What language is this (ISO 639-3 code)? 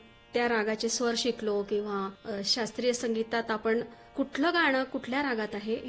mar